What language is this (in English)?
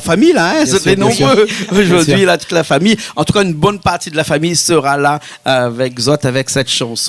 Réunion Creole French